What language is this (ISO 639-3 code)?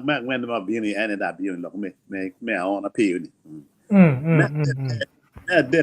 ach